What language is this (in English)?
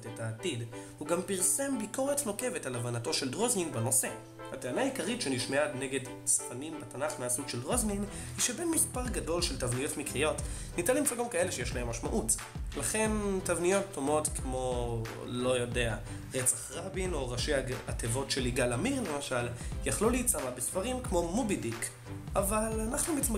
Hebrew